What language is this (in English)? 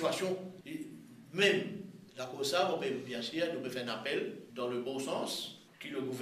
Morisyen